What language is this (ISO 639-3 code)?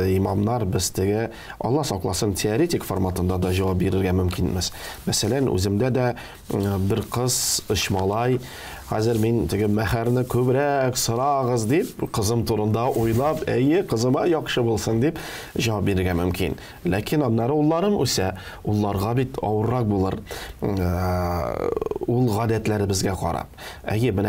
tat